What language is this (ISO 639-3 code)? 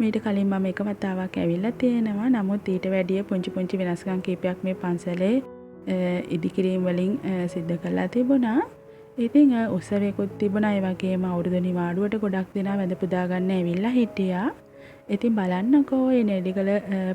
sin